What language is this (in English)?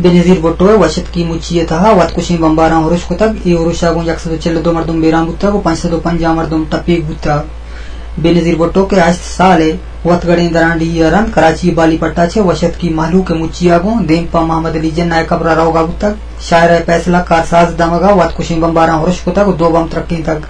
Eastern Balochi